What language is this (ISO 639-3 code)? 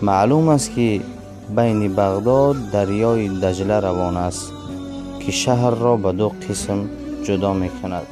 tgk